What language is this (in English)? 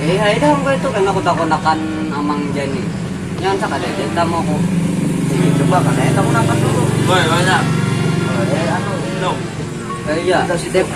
Banjar